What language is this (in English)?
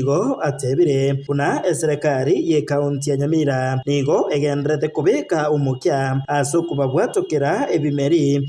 Gusii